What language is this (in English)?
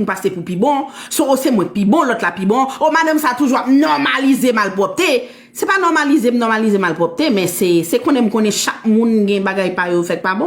Haitian Creole